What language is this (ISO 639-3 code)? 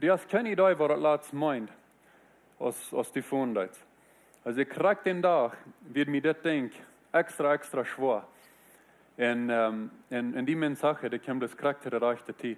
pdt